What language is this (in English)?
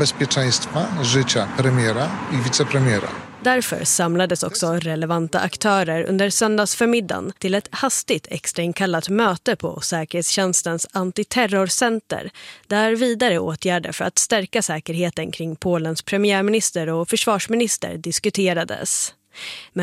Swedish